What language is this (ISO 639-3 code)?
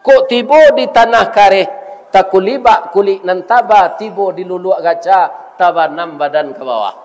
min